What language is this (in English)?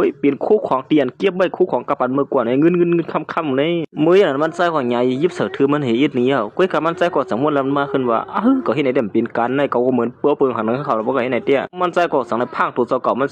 Shan